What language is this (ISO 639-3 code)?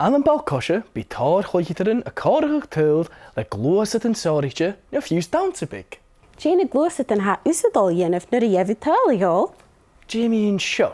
gla